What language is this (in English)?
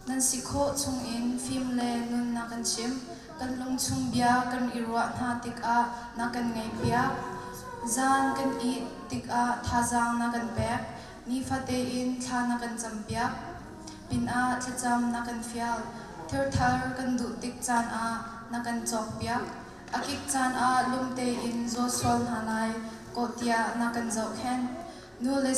Hakha Chin